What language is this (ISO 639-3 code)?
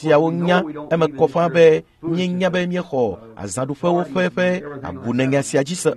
ewe